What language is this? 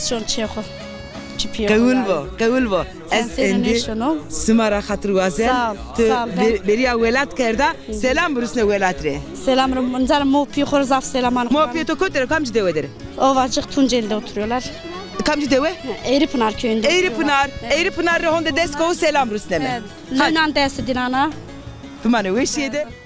Zaza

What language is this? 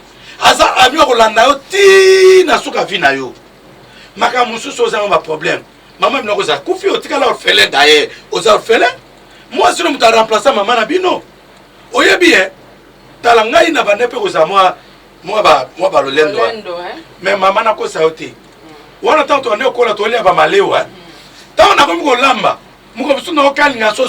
Lingala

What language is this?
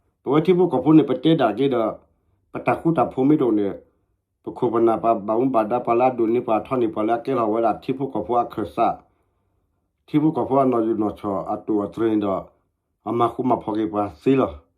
S'gaw Karen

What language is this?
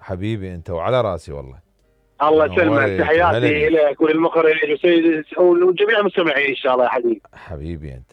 Mesopotamian Arabic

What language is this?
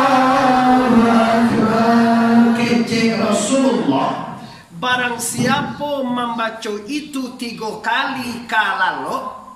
Minangkabau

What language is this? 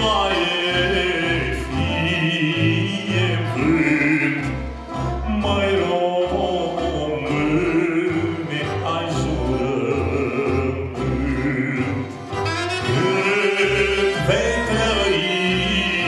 Romanian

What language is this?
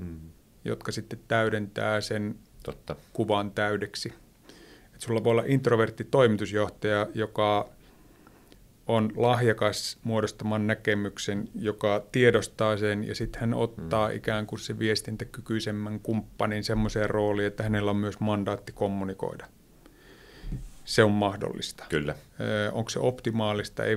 Finnish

